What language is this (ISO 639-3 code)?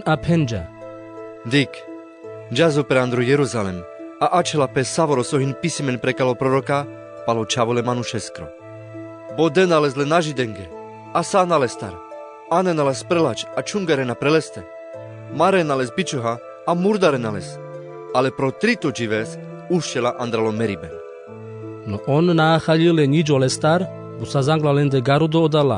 rmc